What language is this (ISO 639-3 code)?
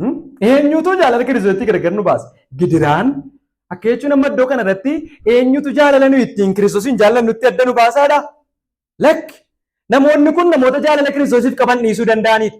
orm